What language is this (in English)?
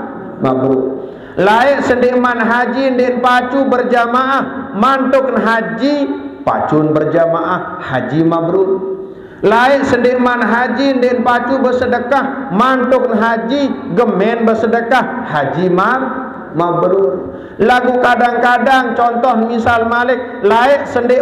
Sasak